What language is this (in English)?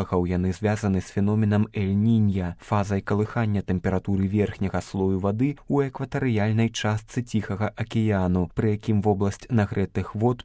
Belarusian